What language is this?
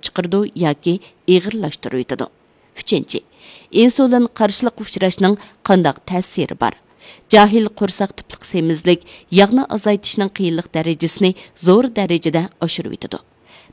Uyghur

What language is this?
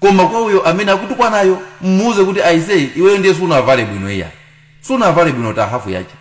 Nyanja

